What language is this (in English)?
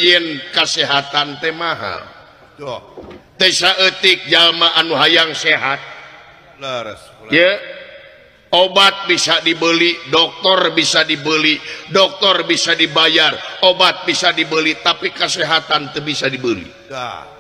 Sundanese